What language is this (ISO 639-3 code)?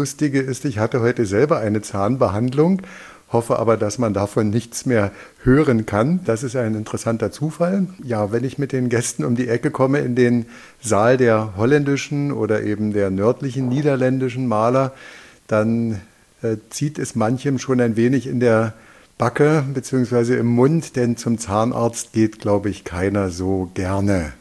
deu